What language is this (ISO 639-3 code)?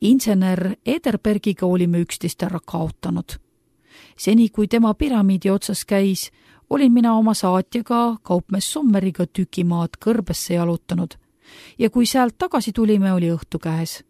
est